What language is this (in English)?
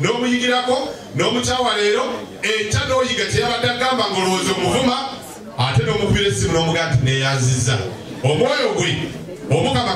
Ganda